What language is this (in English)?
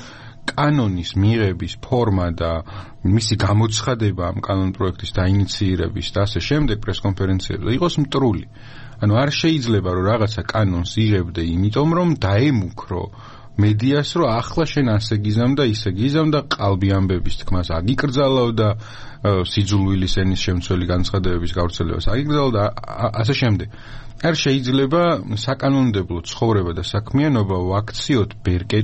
Georgian